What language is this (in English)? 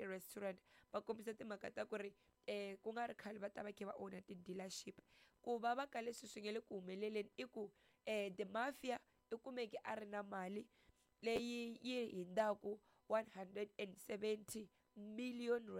Tsonga